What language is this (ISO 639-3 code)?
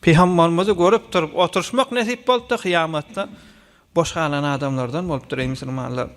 tuk